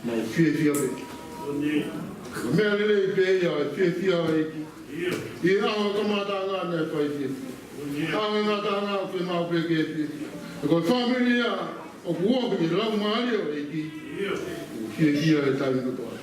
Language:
Tongan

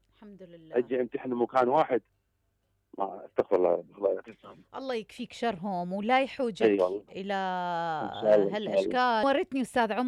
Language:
Mesopotamian Arabic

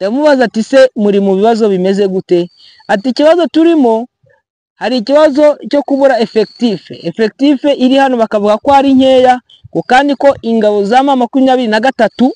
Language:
Kinyarwanda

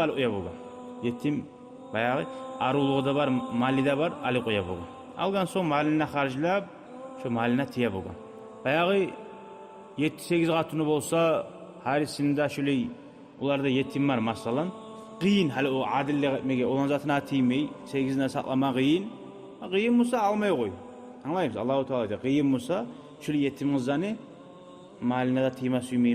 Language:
Kumyk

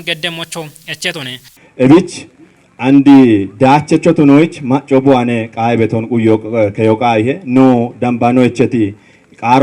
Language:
Kafa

